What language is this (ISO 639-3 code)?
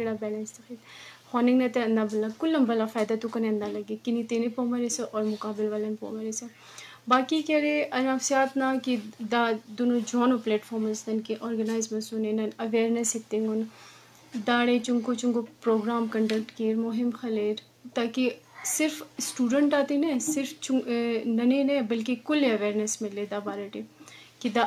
bgp